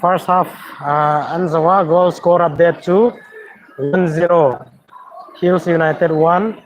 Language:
Hmar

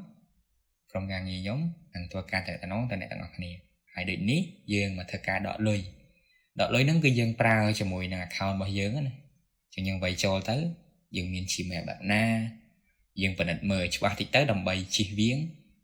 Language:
Khmer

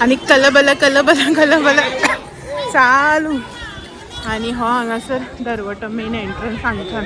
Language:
Konkani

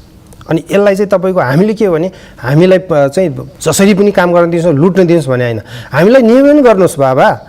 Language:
Nepali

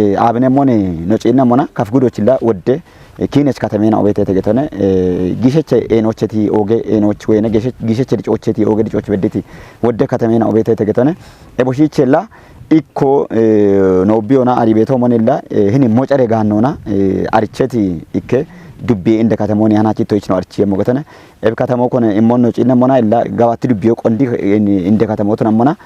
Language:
Kafa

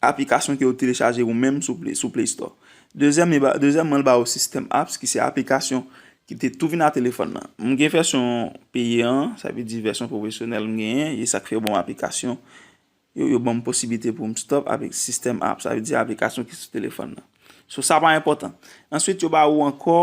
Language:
Haitian Creole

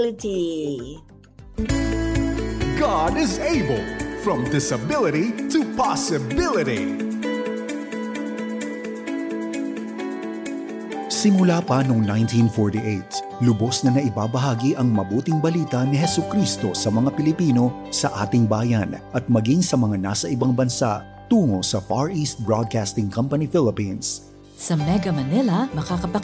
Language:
Filipino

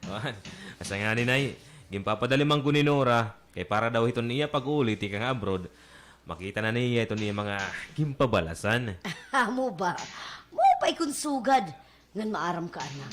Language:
Waray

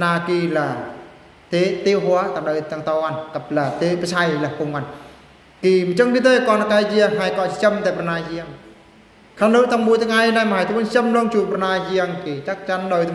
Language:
Eastern Bru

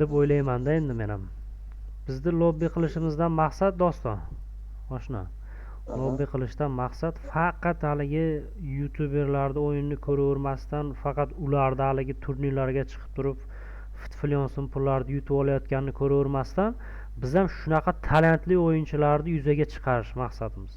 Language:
Uzbek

